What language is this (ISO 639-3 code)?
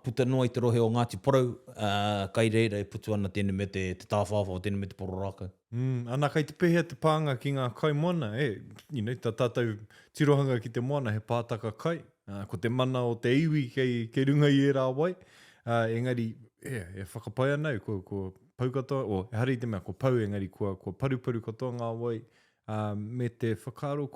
mri